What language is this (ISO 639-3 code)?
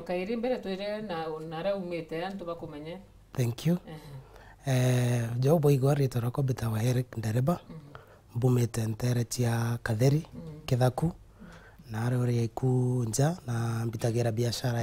mer